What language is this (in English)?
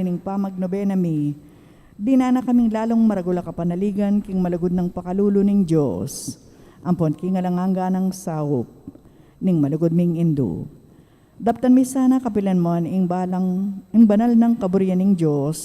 Pampanga